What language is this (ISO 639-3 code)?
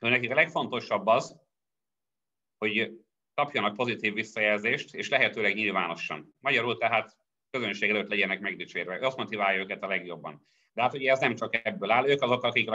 hun